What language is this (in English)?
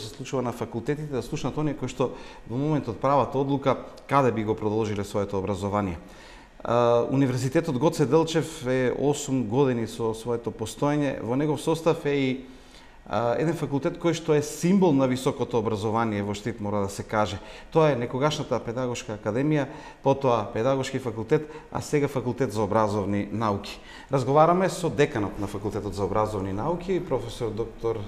Macedonian